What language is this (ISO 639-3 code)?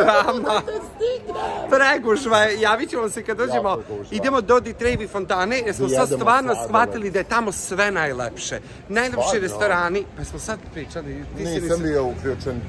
srp